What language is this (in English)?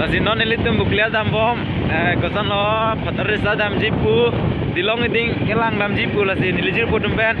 Karbi